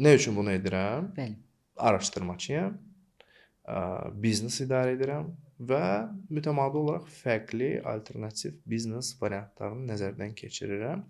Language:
Azerbaijani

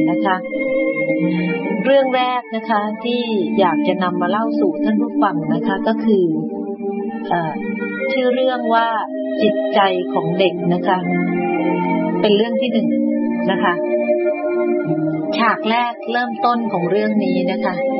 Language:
Thai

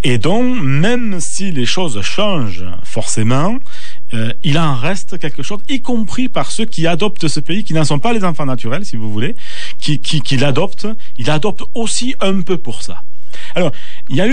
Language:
French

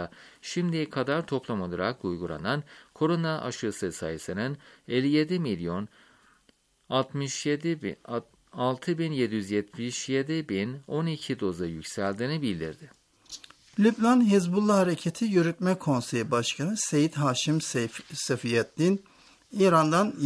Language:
Turkish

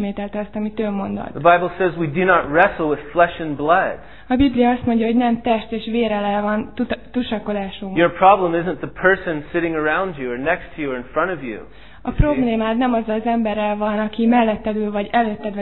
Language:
Hungarian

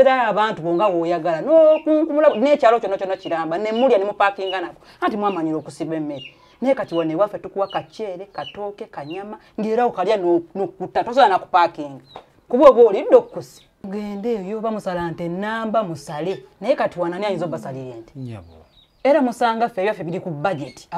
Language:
Ganda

